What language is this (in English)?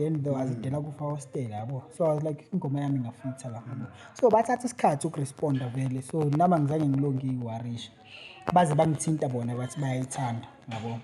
Zulu